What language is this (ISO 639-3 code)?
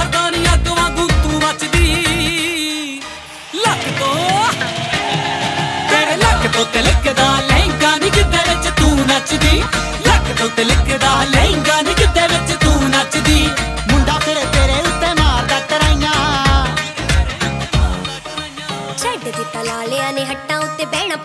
pan